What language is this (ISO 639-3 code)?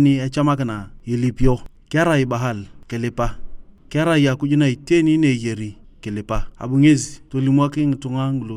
tuv